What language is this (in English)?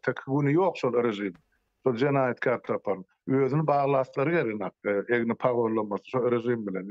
Turkmen